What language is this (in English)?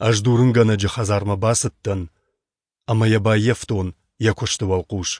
Ossetic